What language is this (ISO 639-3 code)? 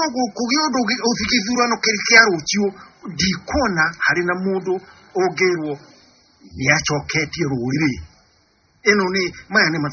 kik